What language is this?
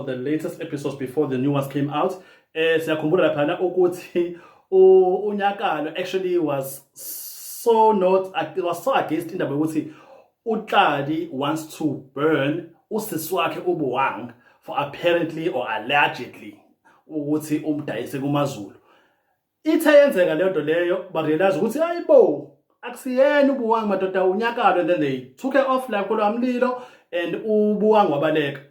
Zulu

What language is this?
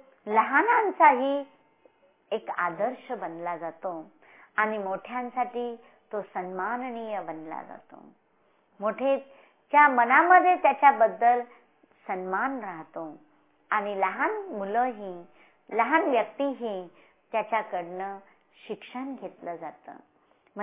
Marathi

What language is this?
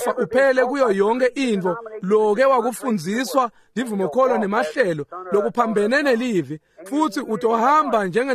Swati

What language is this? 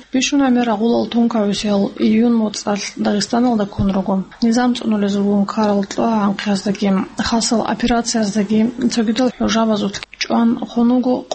Avaric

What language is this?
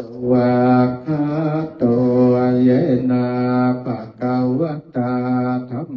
Pali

